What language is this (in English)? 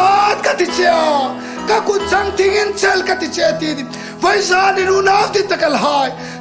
Hmar